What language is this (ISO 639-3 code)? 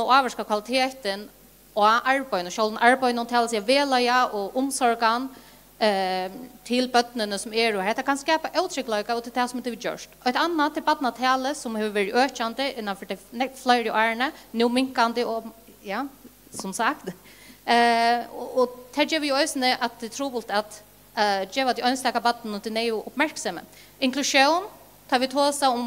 fao